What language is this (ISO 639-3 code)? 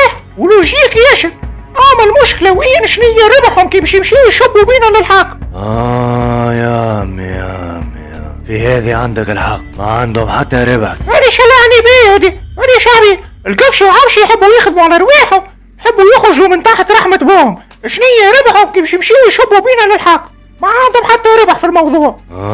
aeb